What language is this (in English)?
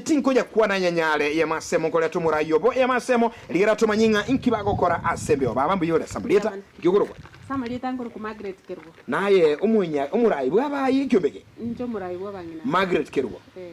Gusii